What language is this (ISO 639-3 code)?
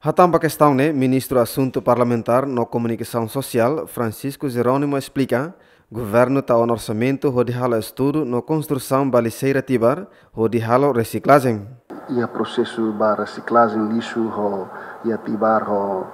tet